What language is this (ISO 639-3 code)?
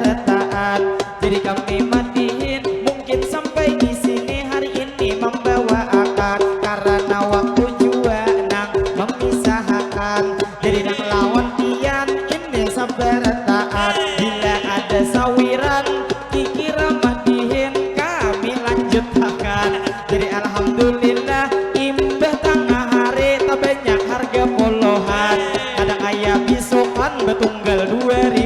bjn